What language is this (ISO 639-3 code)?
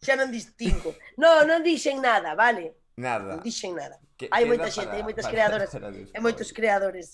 glg